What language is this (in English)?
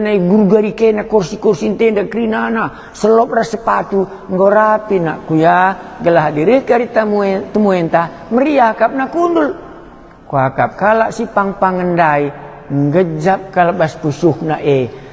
Batak Karo